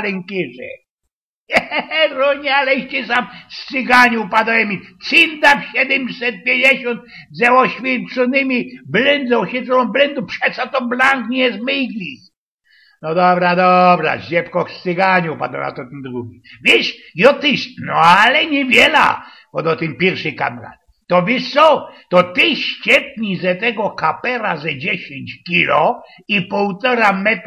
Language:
Silesian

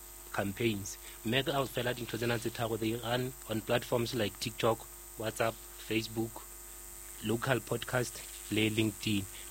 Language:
Southern Sotho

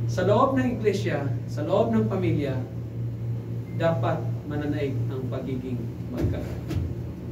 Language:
Filipino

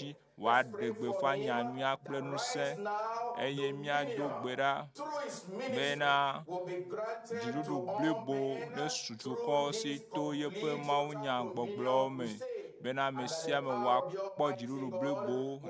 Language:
Ewe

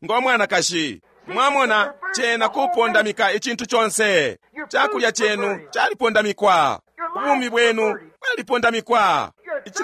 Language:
Bemba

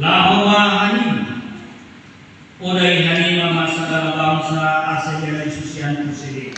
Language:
Batak Simalungun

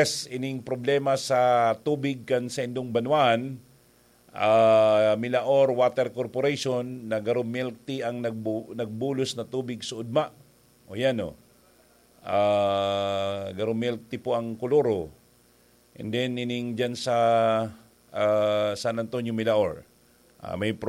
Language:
Bikol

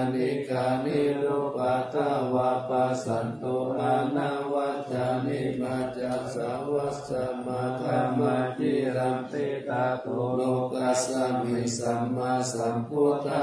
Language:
Pali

